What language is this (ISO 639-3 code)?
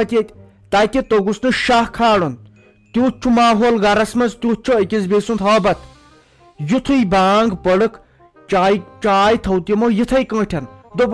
kas